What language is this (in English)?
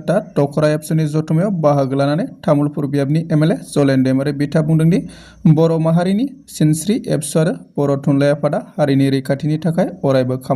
Bodo